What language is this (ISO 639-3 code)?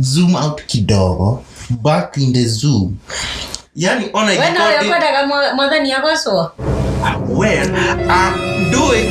kik